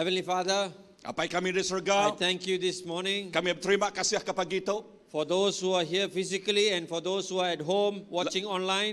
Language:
Iban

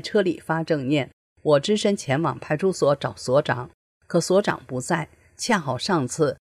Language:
Chinese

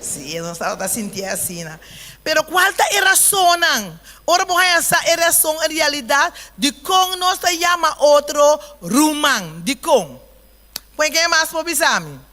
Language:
Papiamento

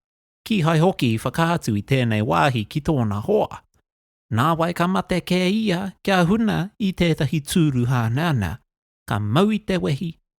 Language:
Māori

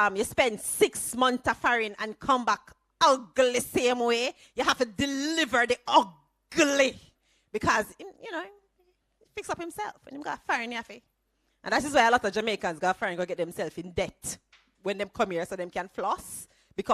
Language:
Jamaican Creole English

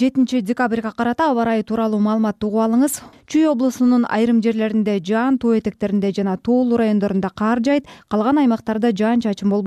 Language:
Kyrgyz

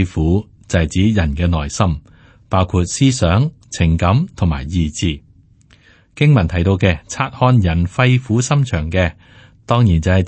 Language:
Cantonese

